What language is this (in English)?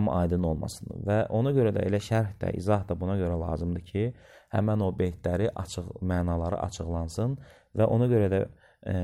Azerbaijani